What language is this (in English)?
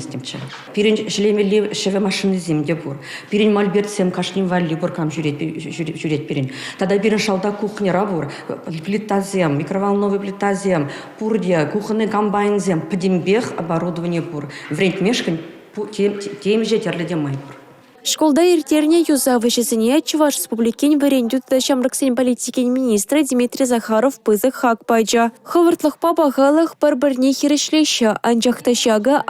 Chuvash